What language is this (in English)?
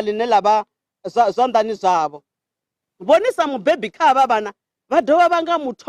Venda